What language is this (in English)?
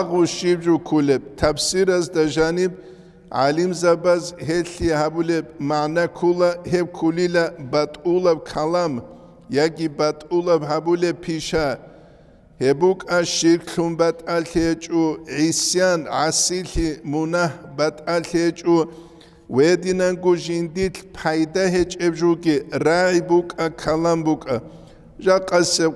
Avaric